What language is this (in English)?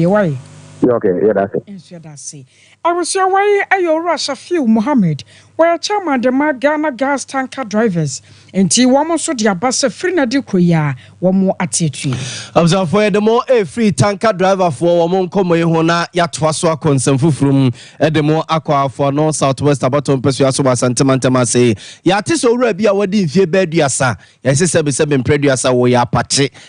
Akan